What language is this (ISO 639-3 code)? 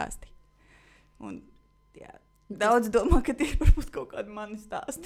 lav